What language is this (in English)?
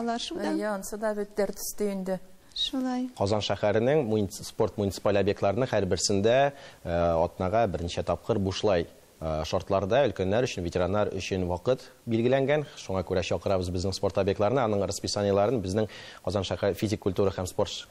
Tatar